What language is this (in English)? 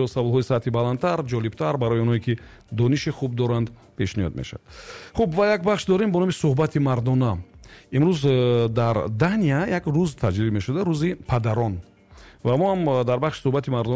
Tajik